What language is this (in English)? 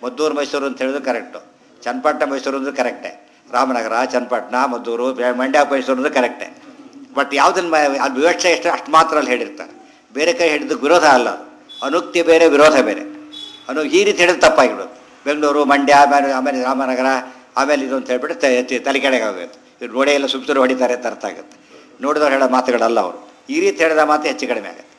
Kannada